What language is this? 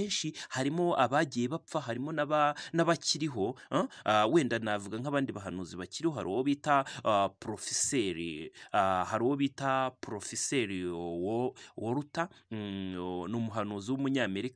Kinyarwanda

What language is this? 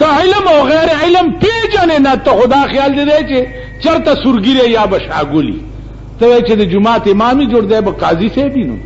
Pashto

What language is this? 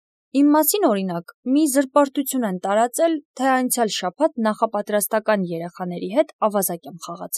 Armenian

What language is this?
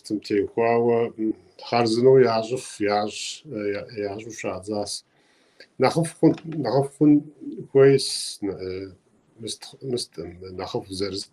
Kabardian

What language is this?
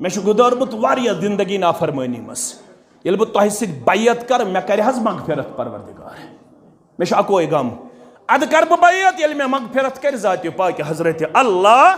Kashmiri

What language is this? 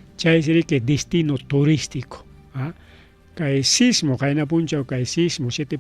Ayacucho Quechua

